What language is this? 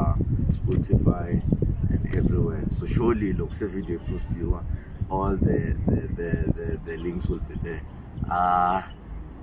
Tsonga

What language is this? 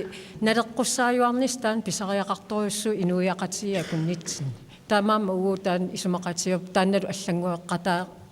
Kalaallisut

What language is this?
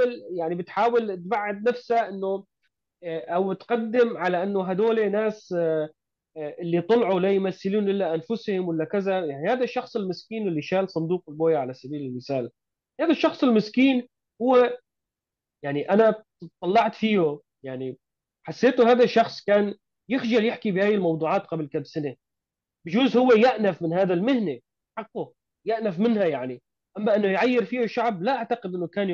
North Levantine Arabic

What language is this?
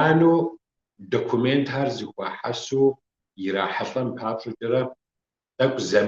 Kabardian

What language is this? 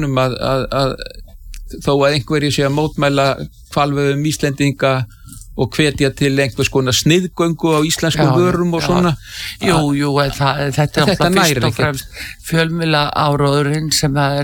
Icelandic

